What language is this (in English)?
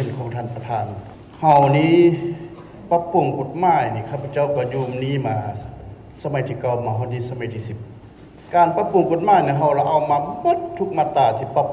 Lao